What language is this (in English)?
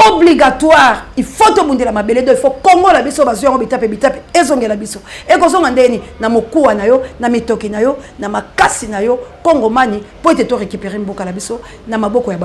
Lingala